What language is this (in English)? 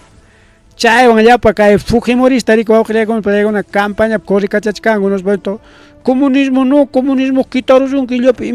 Ayacucho Quechua